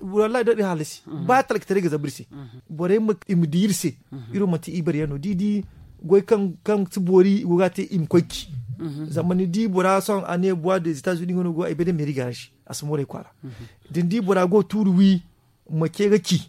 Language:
Zarma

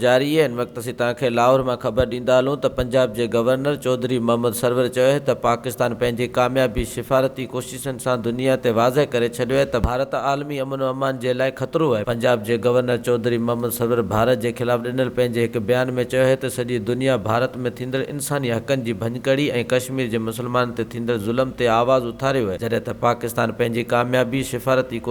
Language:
Sindhi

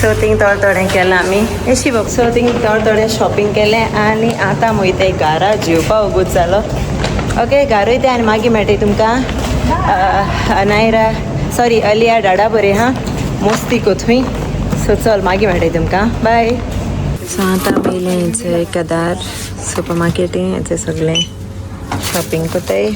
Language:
Konkani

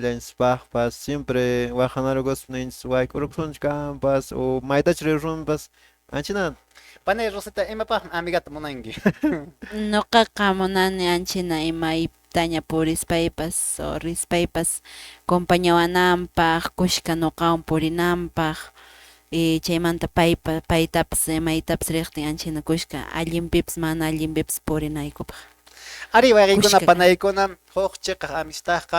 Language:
Quechua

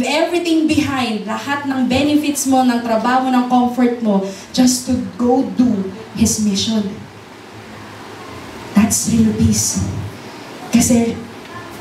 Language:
Filipino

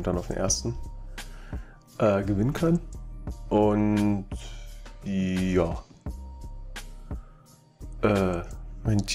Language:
German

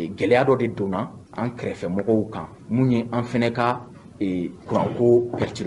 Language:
Bambara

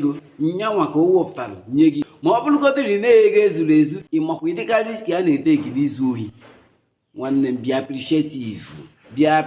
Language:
Igbo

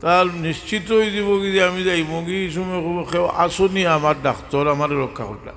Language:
Sylheti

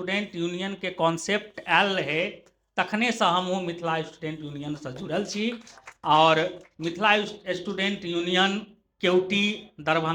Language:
Maithili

